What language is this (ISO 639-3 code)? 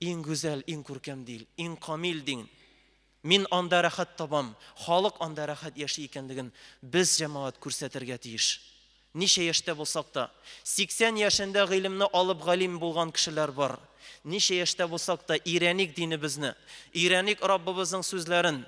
tat